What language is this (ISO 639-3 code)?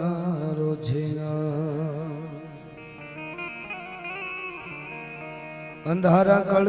guj